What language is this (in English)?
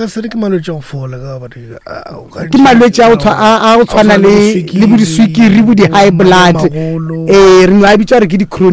Northern Sotho